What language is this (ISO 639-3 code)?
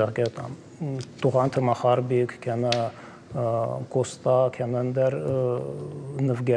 oss